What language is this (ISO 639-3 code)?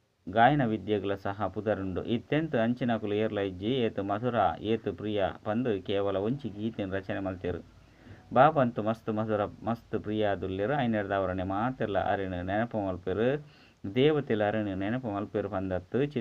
tcy